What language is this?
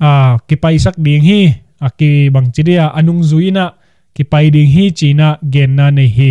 Tedim Chin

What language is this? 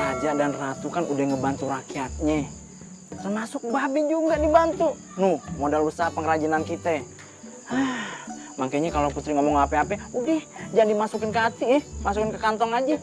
Betawi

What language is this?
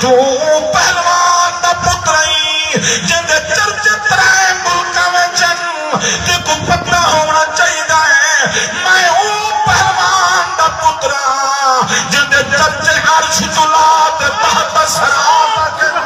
Saraiki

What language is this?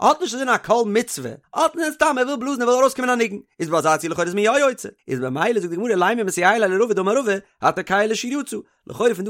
Yiddish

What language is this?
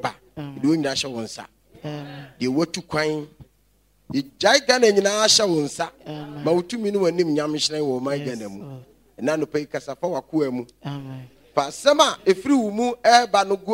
Akan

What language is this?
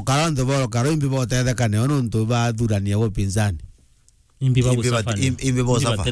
Meru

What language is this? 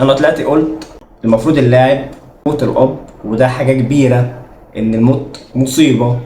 Egyptian Arabic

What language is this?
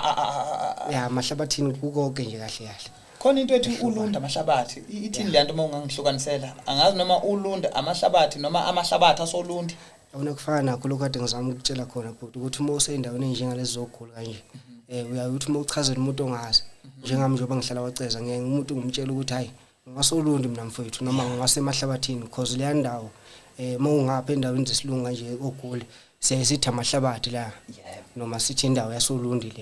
Zulu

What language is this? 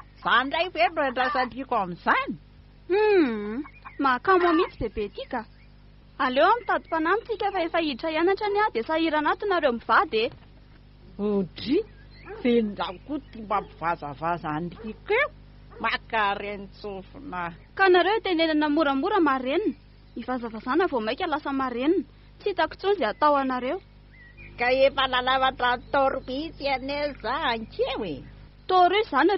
Malagasy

